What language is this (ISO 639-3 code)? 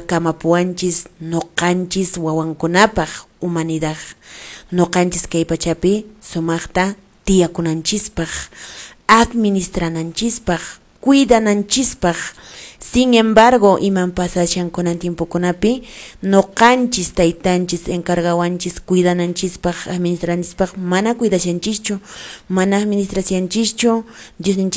que